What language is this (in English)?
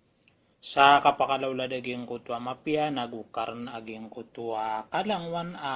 Maranao